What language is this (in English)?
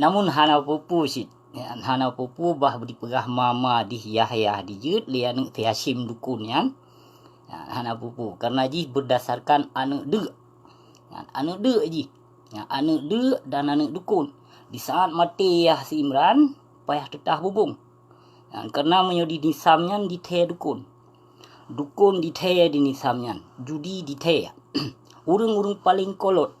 Achinese